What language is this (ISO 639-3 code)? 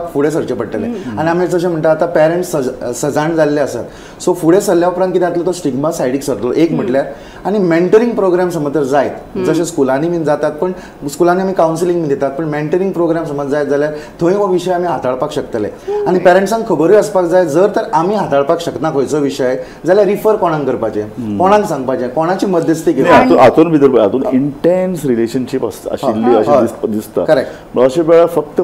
kok